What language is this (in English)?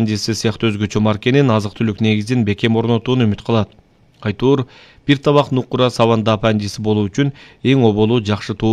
Kyrgyz